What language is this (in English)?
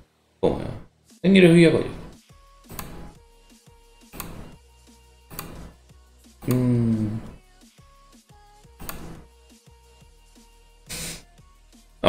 Hungarian